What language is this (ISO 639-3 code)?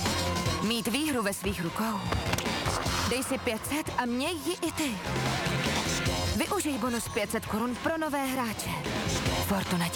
ces